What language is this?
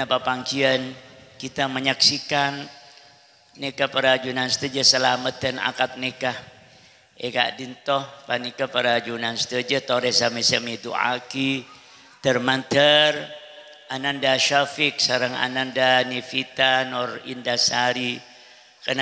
Madurese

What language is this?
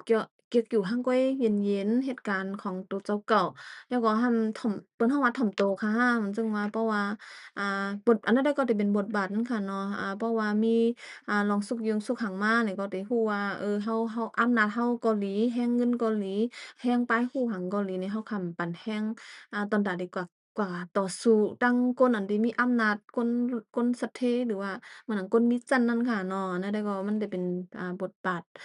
Shan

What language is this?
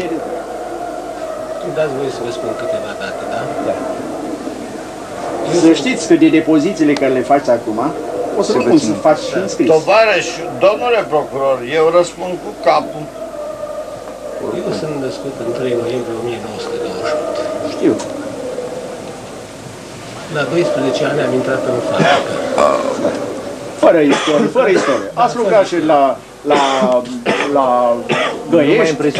Romanian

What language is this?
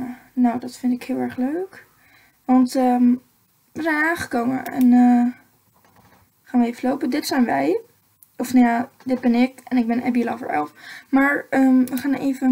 Dutch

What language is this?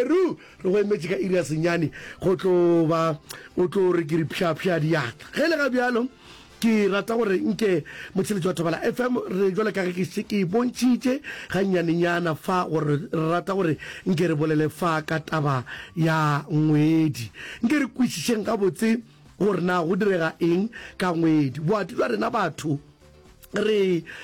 Northern Sotho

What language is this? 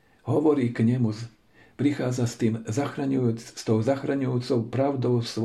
Slovak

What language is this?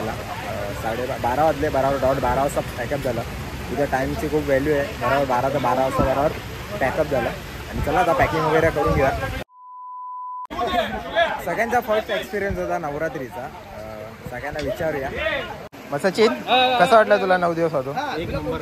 Marathi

